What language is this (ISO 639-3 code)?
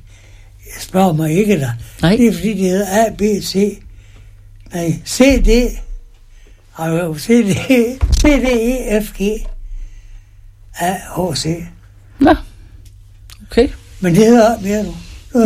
dan